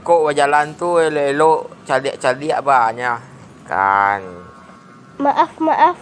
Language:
Minangkabau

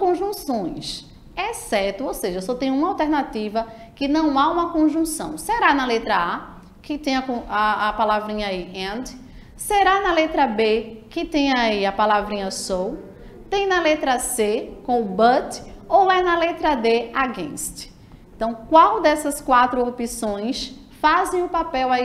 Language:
Portuguese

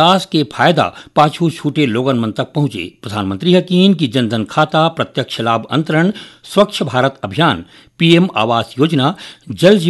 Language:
Chhattisgarhi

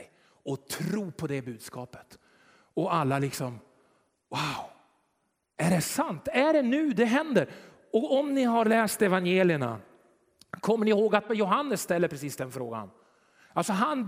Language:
Swedish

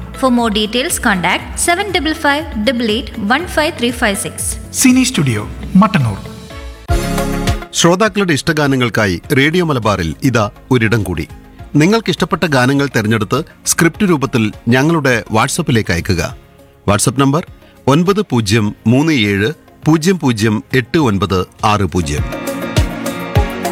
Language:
Malayalam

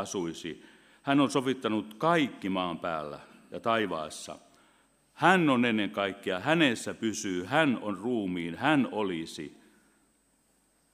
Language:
Finnish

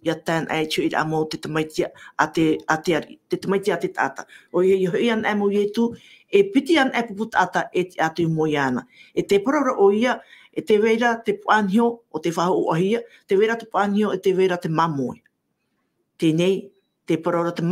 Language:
Tahitian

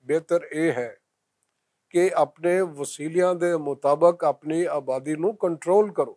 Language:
Western Panjabi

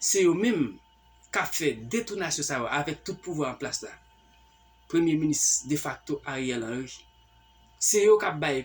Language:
Haitian Creole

